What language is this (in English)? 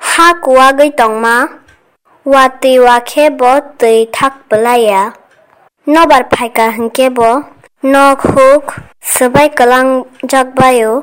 Kok Borok